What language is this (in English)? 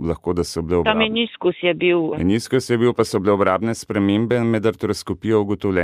Slovenian